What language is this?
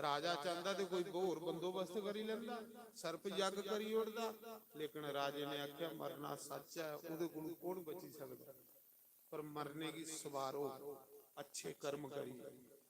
Dogri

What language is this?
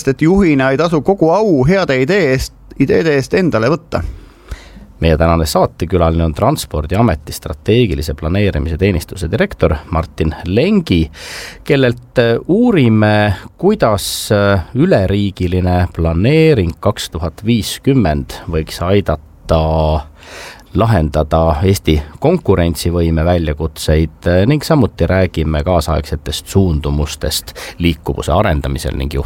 Estonian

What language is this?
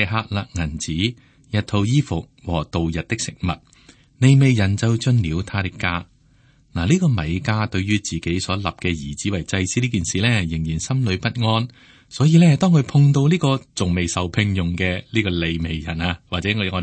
Cantonese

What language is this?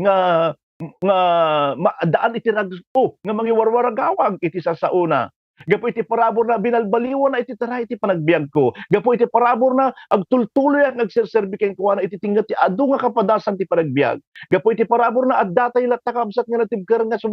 Iloko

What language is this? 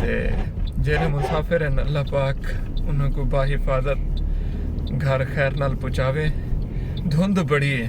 Saraiki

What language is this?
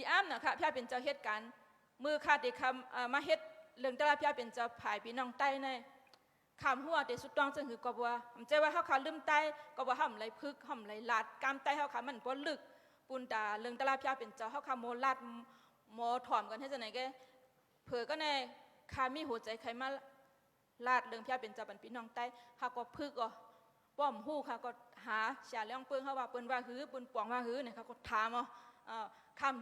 Shan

